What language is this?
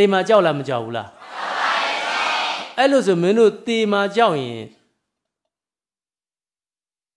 Burmese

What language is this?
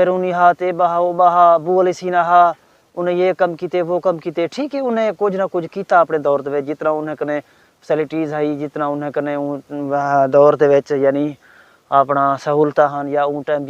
Saraiki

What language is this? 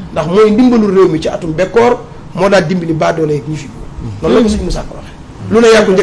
Wolof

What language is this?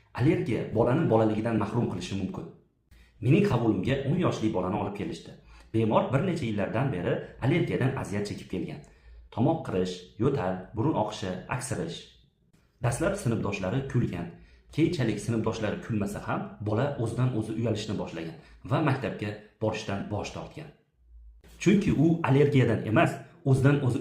Uzbek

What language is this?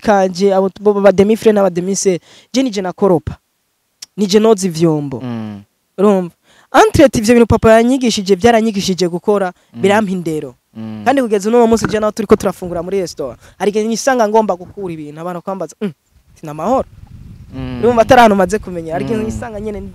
Rundi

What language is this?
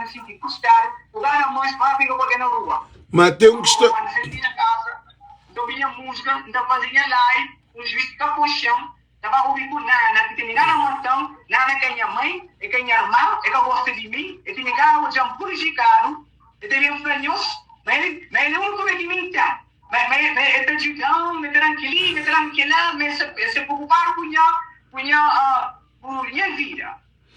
Kabuverdianu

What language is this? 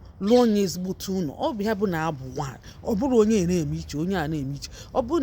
Igbo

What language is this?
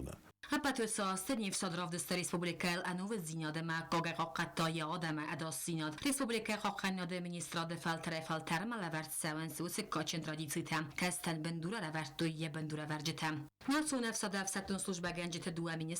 Ossetic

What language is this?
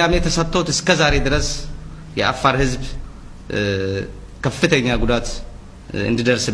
Amharic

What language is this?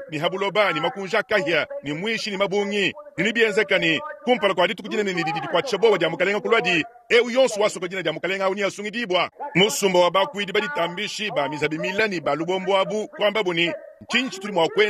Luba-Lulua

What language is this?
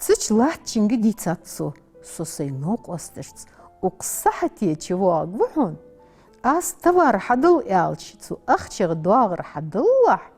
Ingush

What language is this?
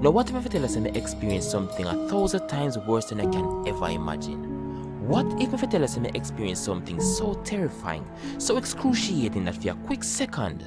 Jamaican Creole English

